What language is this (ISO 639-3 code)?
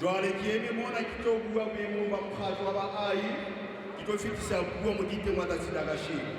sot